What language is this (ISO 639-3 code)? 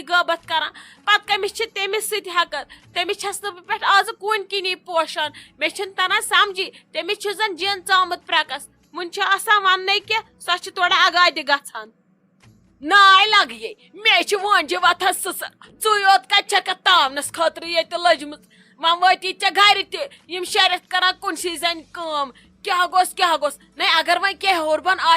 kas